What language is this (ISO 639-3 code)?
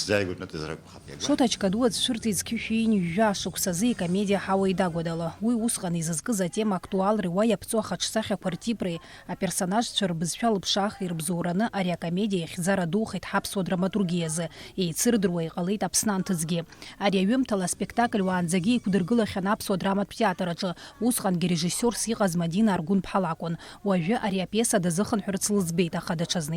abk